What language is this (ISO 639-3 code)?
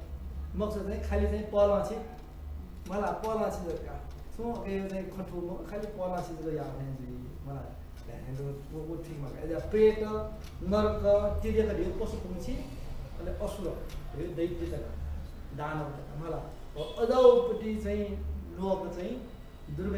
new